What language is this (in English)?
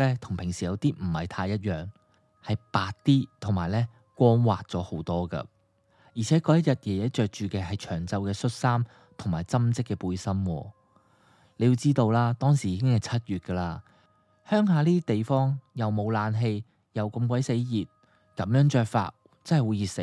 Cantonese